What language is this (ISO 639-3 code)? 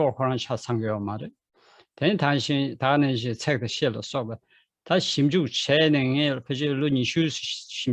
bod